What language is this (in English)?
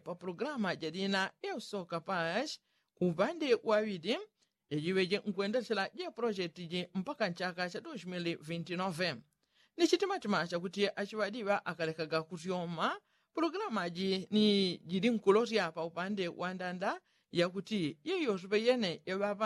Yao